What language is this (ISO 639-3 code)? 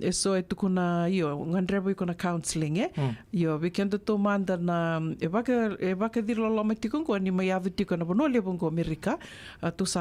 fij